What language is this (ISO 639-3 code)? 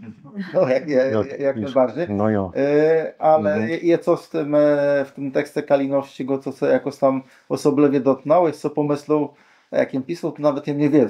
csb